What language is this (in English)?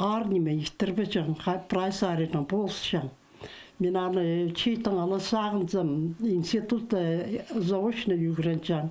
Khakas